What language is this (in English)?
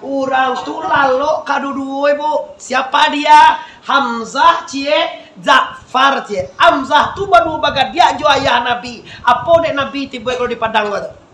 Minangkabau